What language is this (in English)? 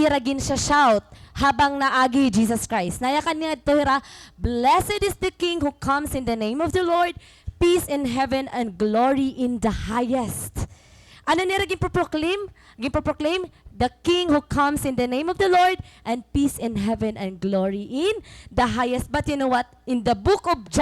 Waray